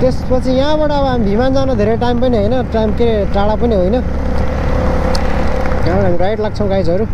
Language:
Nepali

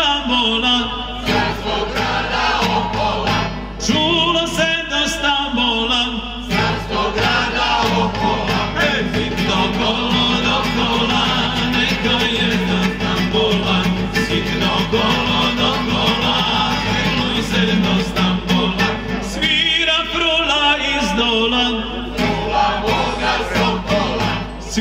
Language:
Serbian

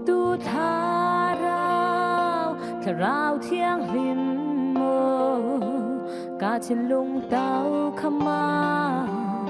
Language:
Falam Chin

